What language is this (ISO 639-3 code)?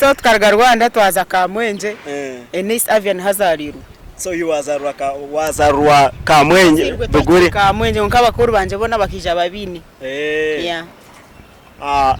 nyn